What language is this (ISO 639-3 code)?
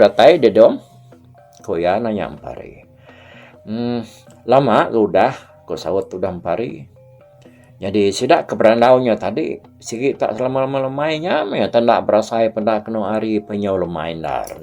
iba